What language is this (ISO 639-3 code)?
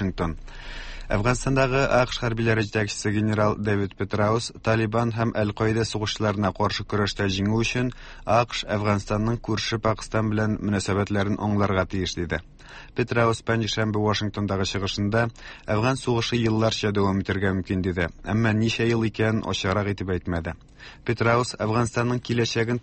tat